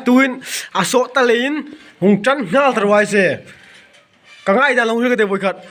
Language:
Hmar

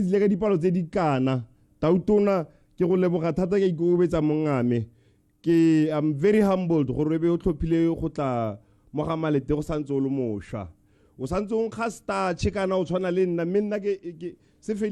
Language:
Tswana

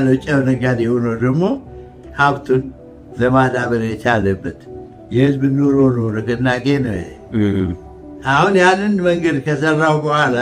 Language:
Amharic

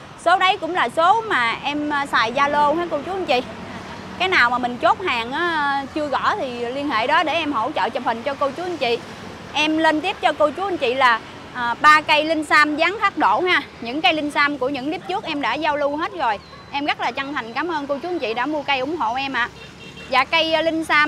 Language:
Vietnamese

